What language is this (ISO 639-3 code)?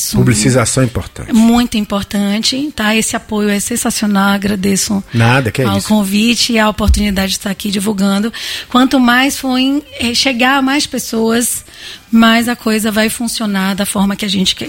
por